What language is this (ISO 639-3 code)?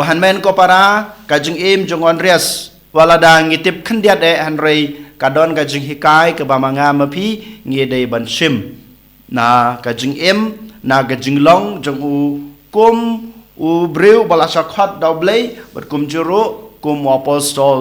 kha